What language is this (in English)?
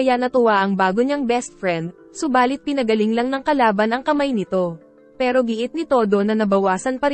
Filipino